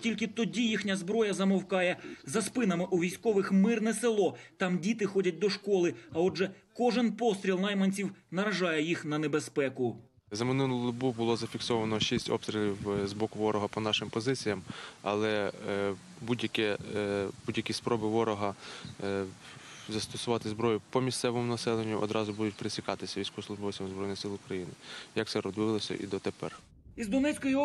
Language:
Ukrainian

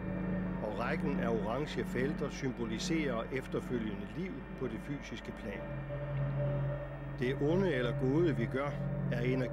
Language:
Danish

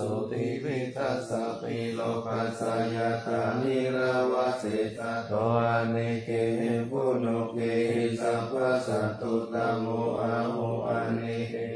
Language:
Pali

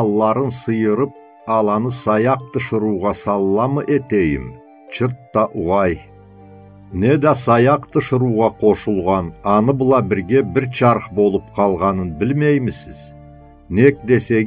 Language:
Karachay-Balkar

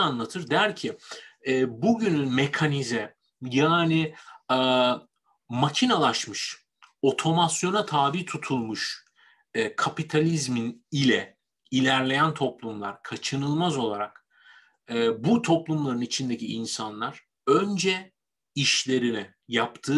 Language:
Turkish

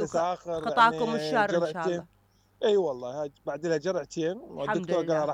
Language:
Mesopotamian Arabic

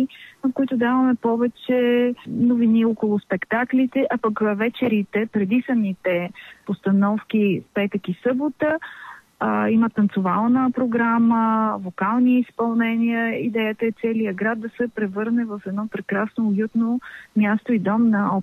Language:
Bulgarian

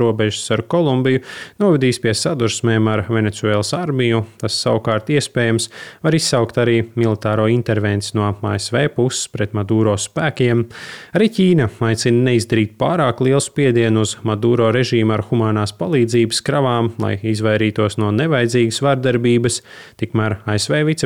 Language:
Latvian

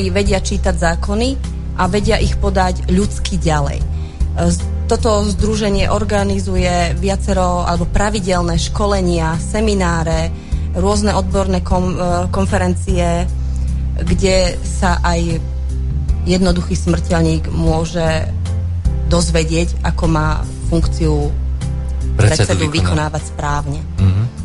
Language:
Slovak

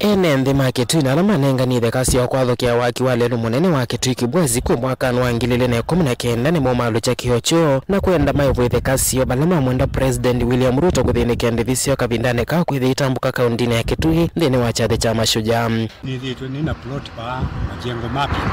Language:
Kamba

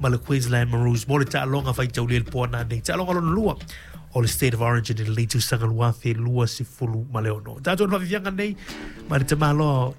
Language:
Samoan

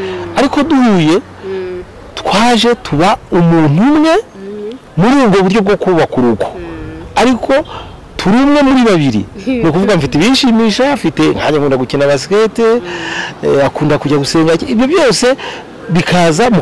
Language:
Kinyarwanda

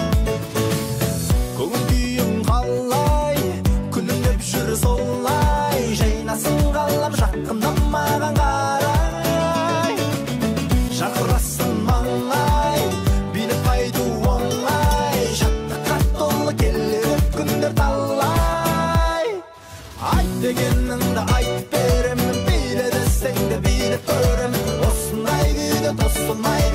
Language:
Kazakh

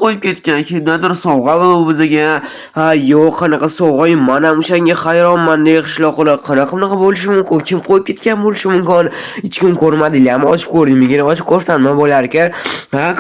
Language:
Uzbek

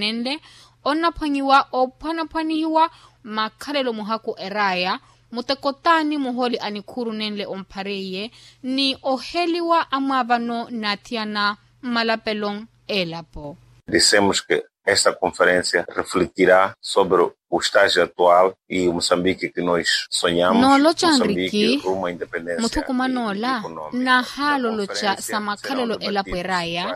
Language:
Makhuwa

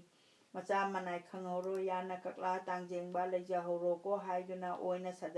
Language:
Manipuri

